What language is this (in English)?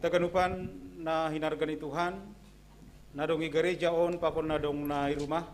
Batak Simalungun